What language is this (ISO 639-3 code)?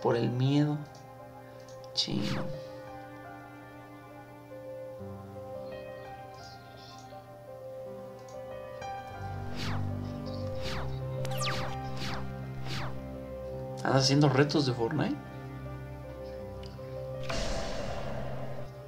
spa